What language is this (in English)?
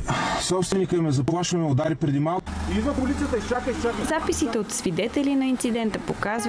Bulgarian